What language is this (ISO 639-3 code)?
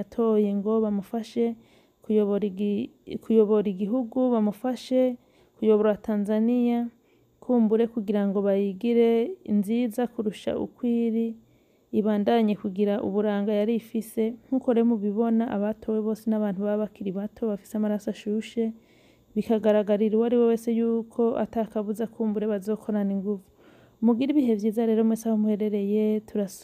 run